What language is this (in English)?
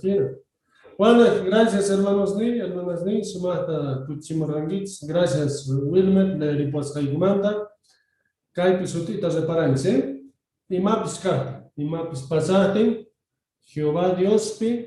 South Bolivian Quechua